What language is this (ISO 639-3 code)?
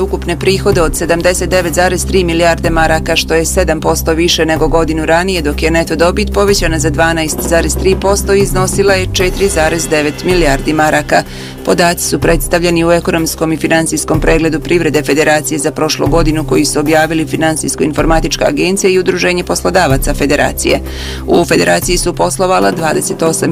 bos